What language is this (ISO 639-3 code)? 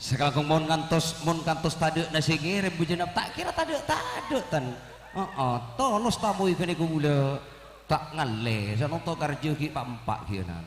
mad